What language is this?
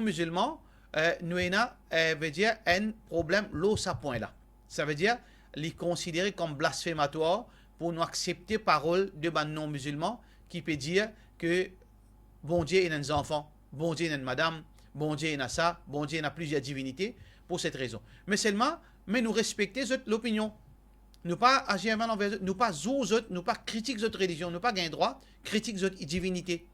Morisyen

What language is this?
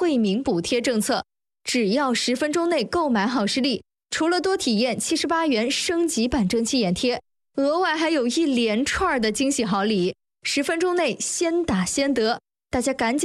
Chinese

